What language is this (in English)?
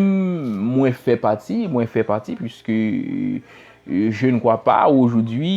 Haitian Creole